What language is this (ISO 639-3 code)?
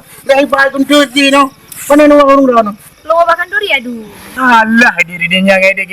ace